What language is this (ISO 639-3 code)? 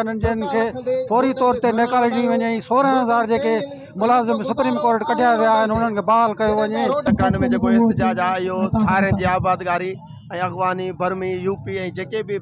snd